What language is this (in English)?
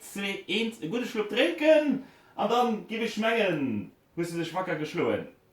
Luxembourgish